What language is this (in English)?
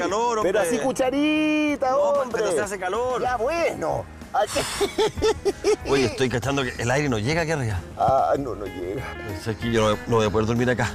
Spanish